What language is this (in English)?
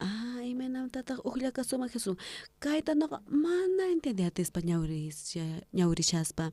South Bolivian Quechua